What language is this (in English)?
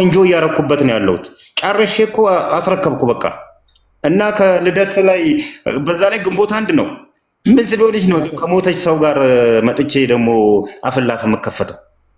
Amharic